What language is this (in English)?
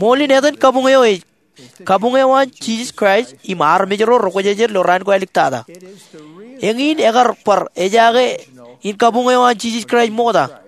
Marshallese